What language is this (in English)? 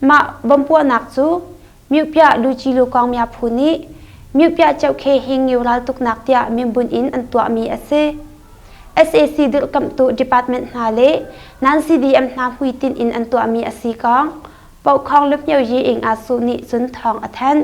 Hakha Chin